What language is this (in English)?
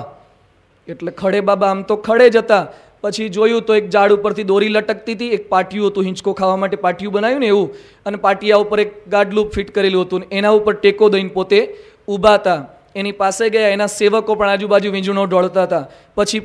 Gujarati